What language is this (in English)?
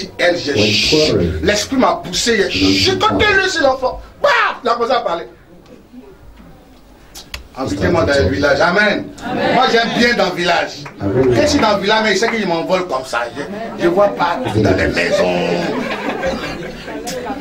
French